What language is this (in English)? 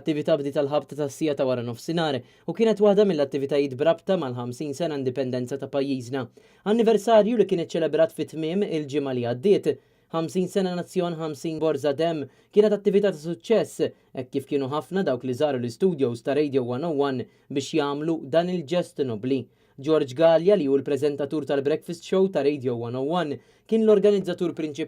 Maltese